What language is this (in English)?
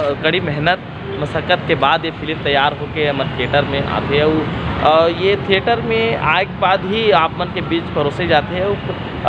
Chhattisgarhi